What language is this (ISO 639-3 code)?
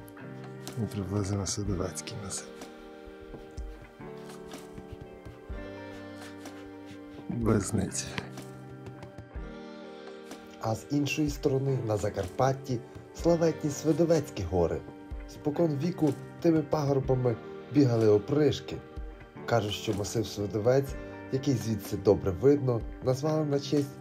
ukr